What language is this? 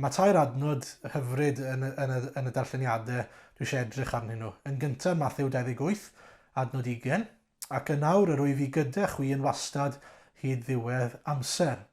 Welsh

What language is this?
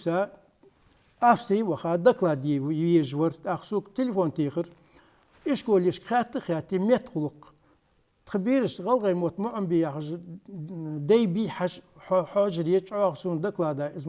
Ingush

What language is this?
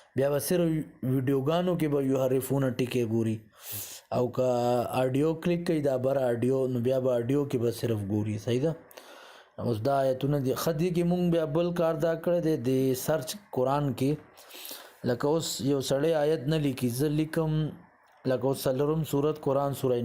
Pashto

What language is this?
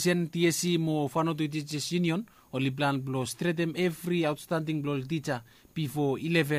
Bislama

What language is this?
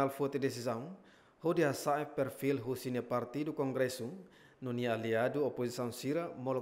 Tetum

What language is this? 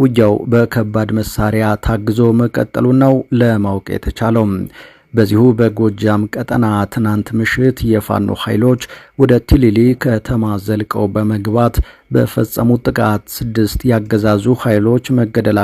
Amharic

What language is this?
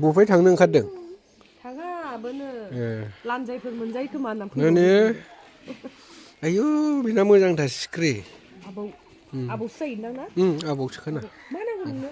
Bodo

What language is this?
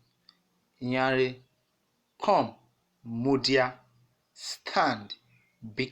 Urhobo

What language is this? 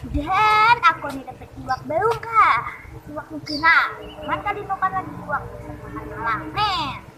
Banjar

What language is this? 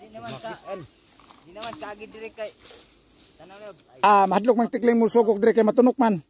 Cebuano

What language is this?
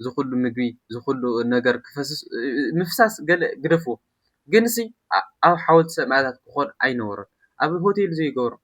Tigrinya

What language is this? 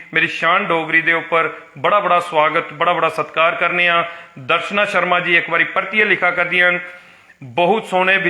Dogri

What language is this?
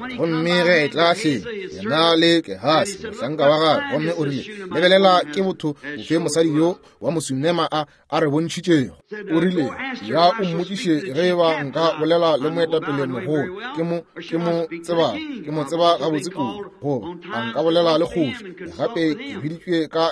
Northern Sotho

